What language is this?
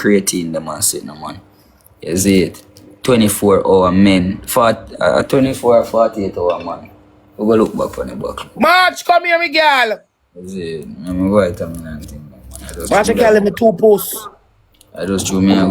Jamaican Creole English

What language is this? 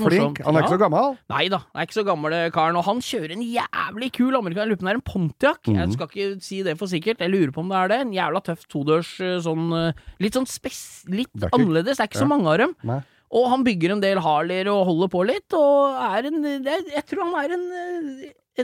Norwegian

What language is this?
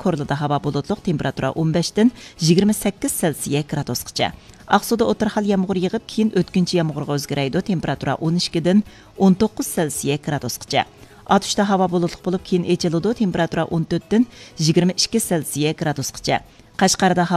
Uyghur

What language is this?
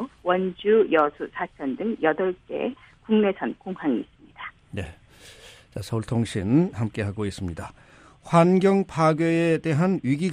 Korean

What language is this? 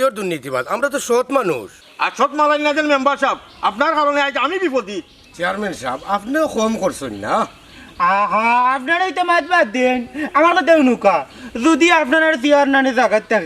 Sylheti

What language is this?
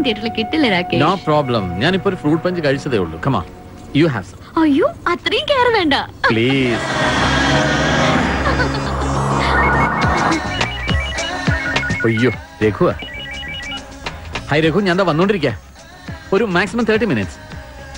Malayalam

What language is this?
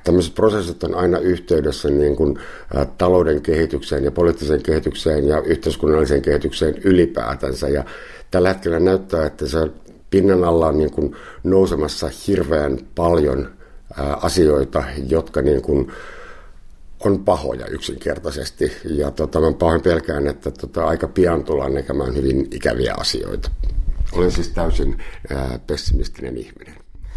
Finnish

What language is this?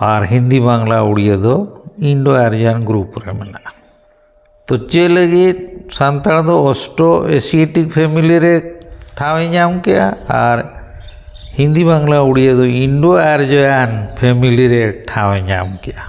Santali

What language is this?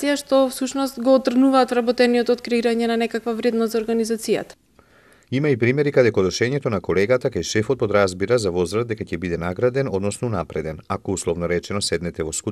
Macedonian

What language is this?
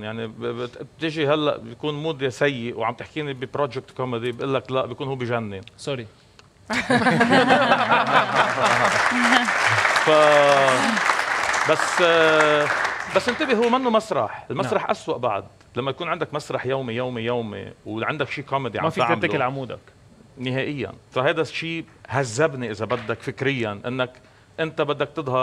North Levantine Arabic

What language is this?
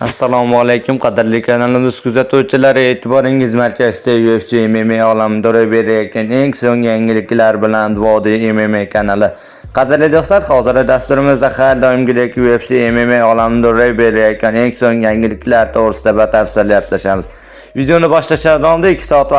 Uzbek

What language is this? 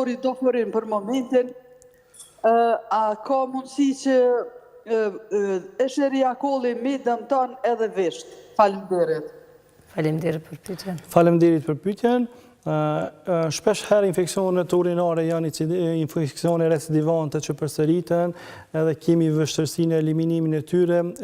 Albanian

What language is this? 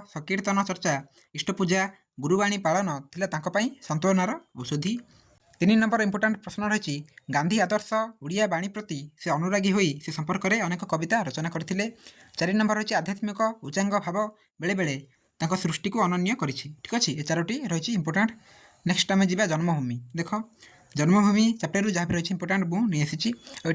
Odia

